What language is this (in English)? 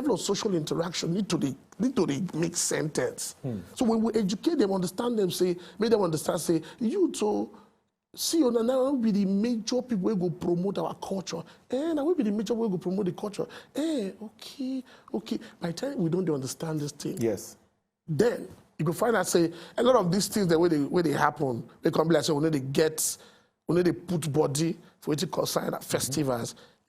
Nigerian Pidgin